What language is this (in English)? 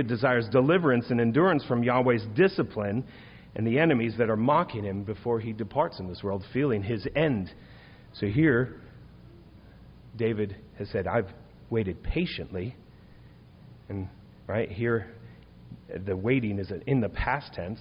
English